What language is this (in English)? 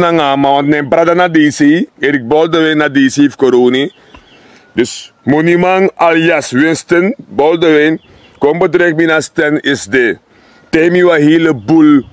Sranan Tongo